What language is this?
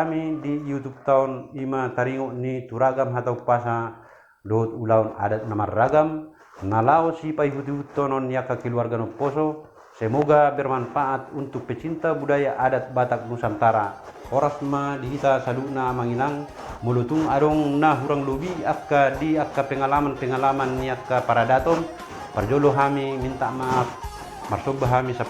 Batak Toba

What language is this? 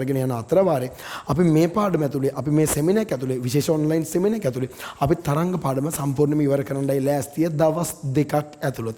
Sinhala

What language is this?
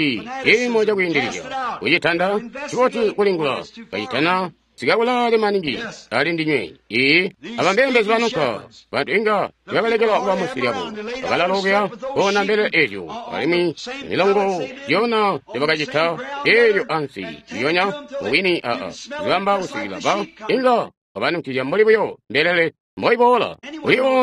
Tonga (Zambia)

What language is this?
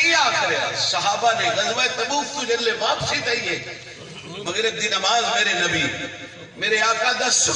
Saraiki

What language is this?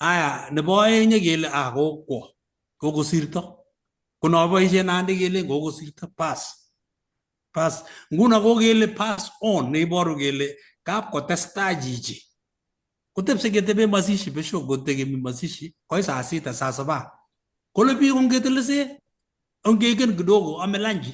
Kalenjin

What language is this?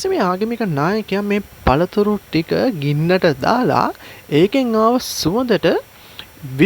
Sinhala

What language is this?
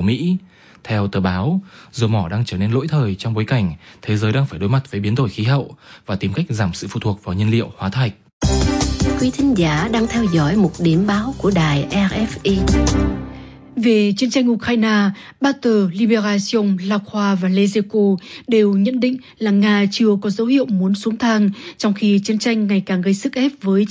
Vietnamese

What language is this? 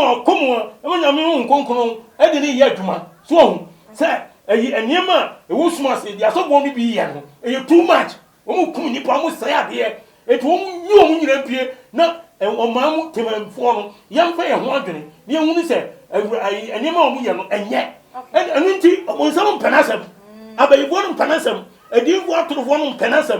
Akan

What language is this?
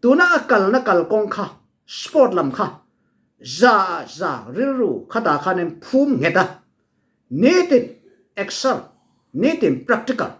Falam Chin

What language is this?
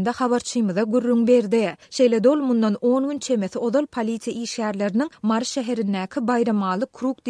Turkmen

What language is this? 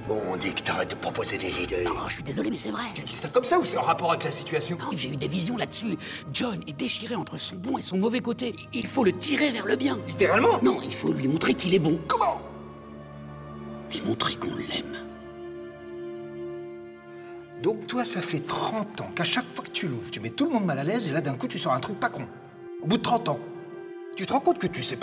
French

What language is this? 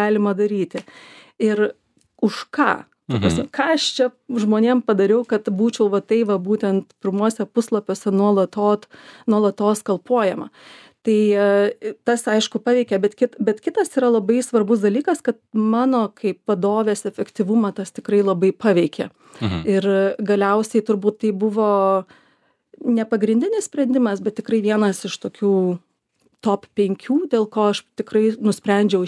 Lithuanian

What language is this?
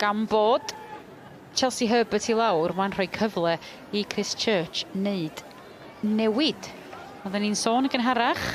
Welsh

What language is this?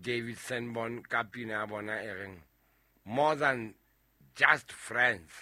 Southern Sotho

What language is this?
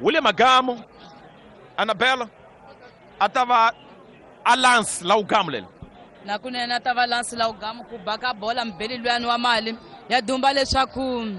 Tsonga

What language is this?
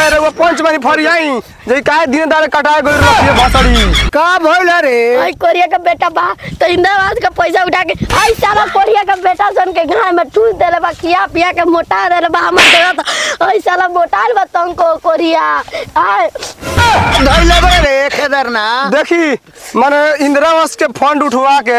Bhojpuri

